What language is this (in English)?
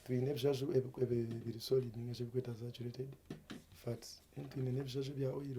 Nyankole